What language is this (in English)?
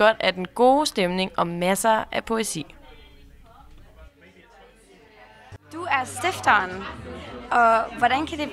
Danish